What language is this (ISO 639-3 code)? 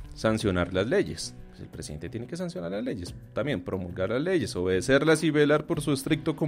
spa